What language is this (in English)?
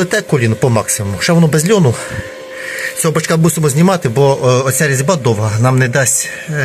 Ukrainian